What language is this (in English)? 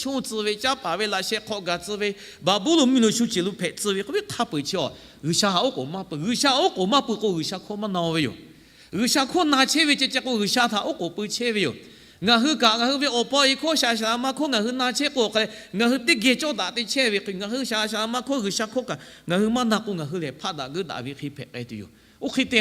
Lahu